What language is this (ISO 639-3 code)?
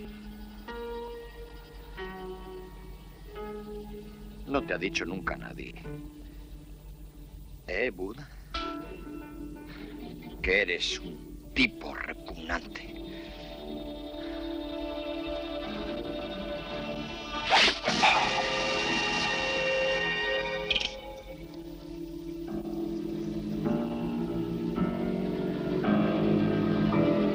spa